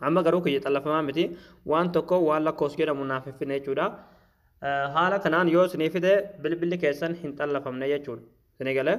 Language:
Oromo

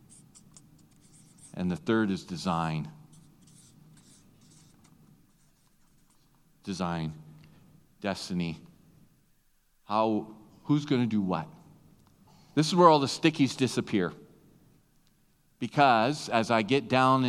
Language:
English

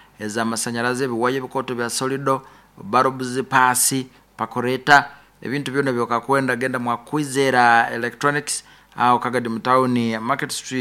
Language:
Nyankole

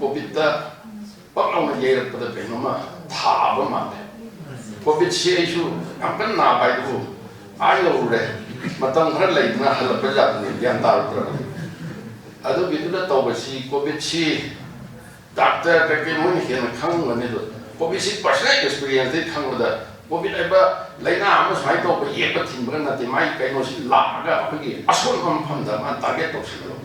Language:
Manipuri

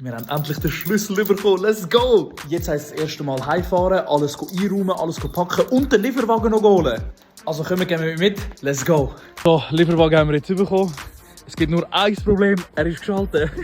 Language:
Swiss German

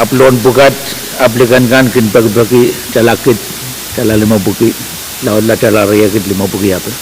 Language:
Pohnpeian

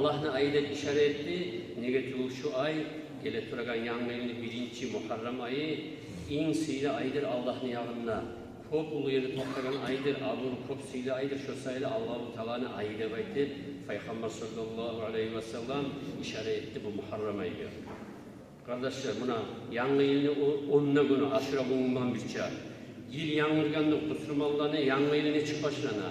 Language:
Kumyk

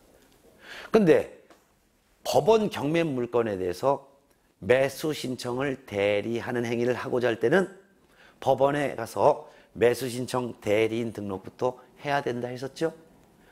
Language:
Korean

